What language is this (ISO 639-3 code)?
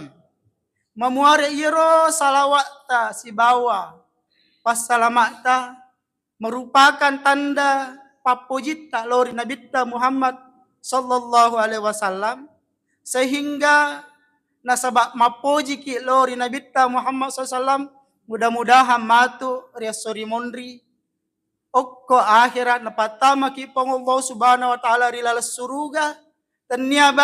bug